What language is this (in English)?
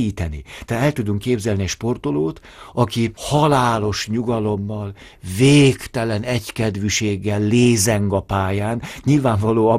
Hungarian